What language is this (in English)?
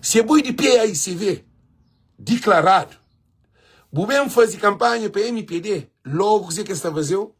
Kabuverdianu